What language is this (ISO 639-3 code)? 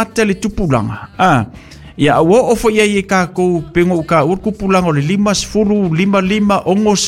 smo